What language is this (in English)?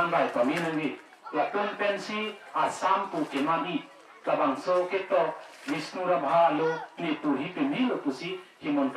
Karbi